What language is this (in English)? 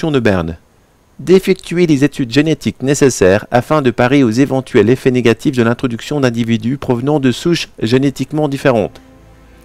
French